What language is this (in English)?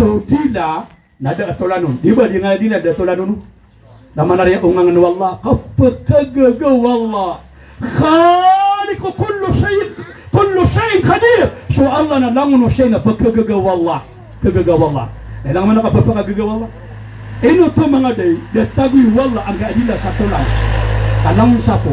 Maranao